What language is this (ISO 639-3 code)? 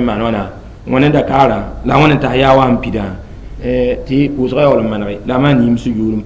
mos